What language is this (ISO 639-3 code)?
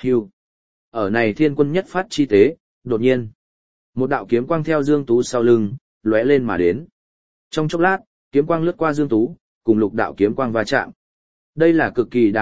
vie